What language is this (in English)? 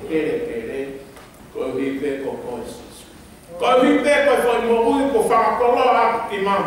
Tongan